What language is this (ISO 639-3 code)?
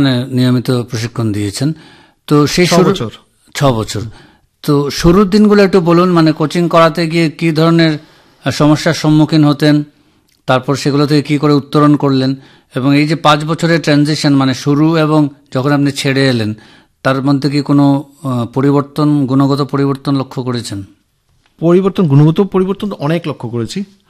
ben